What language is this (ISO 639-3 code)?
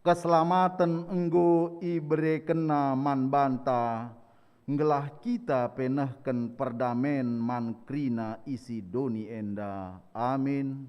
btx